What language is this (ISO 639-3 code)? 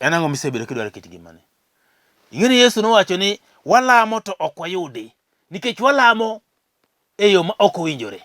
luo